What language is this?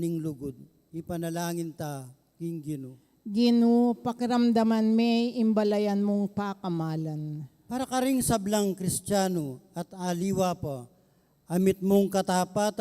Pampanga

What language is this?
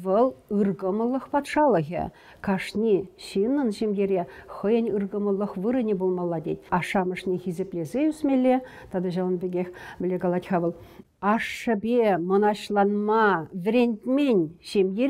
Chuvash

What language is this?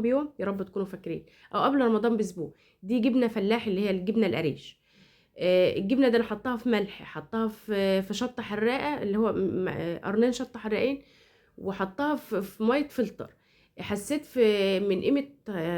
Egyptian Arabic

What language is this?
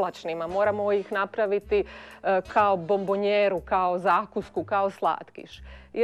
Croatian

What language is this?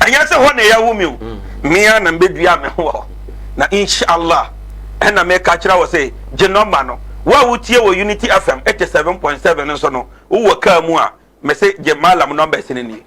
Akan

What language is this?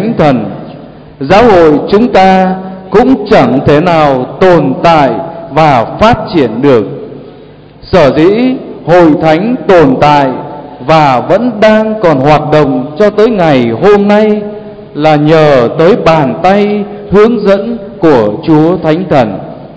Vietnamese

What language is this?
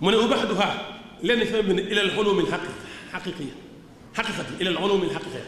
Wolof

